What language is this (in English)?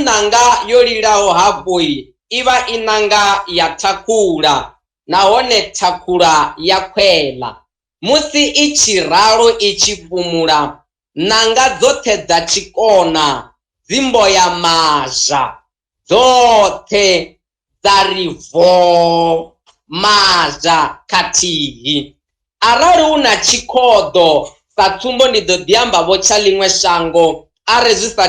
Venda